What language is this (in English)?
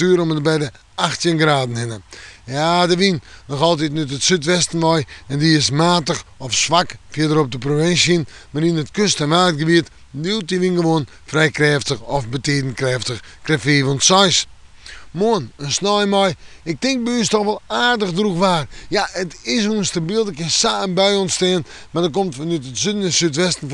Western Frisian